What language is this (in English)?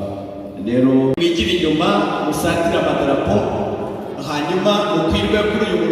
Kinyarwanda